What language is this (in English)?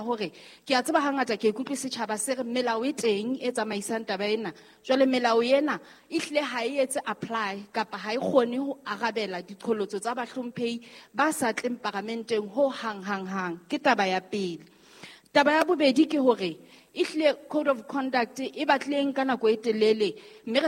Southern Sotho